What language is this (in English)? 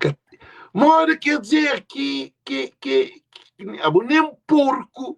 Kabuverdianu